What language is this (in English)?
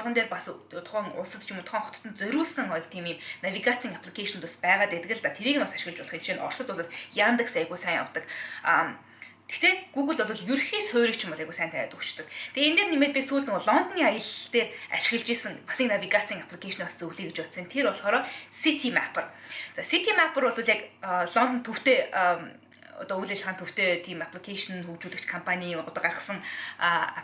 Mongolian